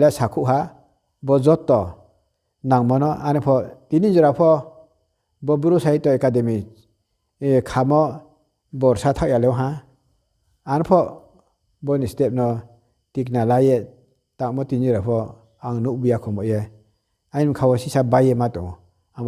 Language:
Riang (India)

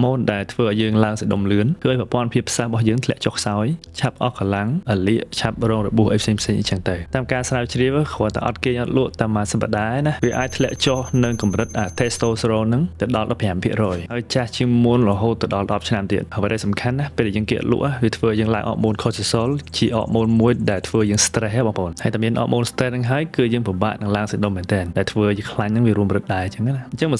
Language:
Khmer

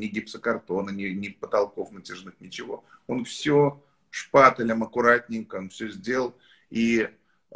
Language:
Russian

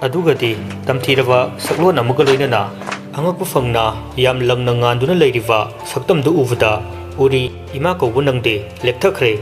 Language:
Manipuri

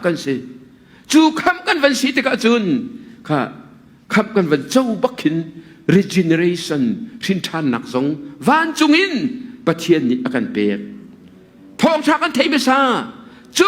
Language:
Hakha Chin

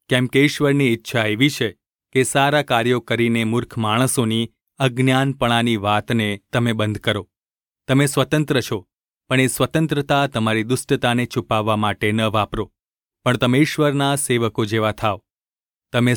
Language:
Gujarati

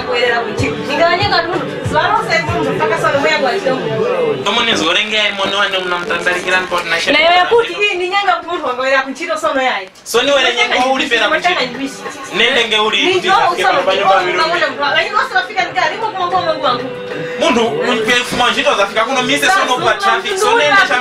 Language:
Tumbuka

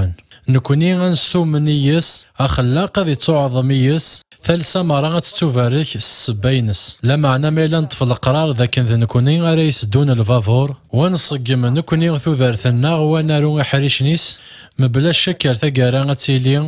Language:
Kabyle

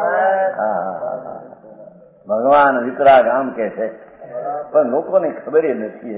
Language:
Gujarati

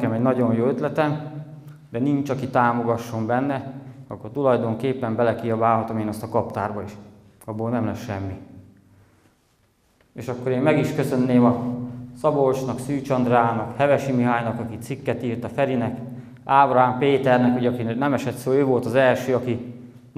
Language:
Hungarian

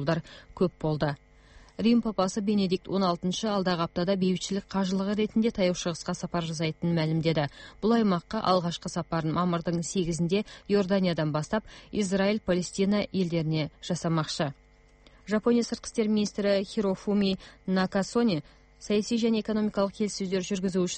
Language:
Kyrgyz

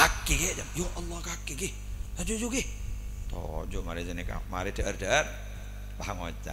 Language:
Madurese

